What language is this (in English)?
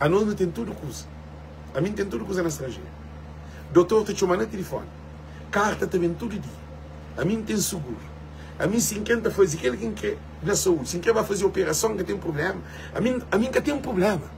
Kabuverdianu